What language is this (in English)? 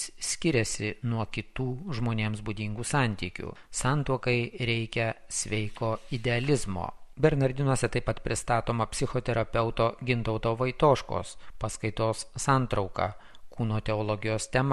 Lithuanian